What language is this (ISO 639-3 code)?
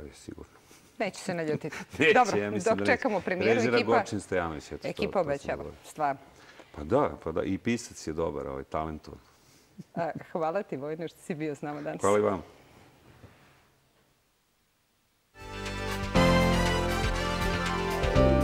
srp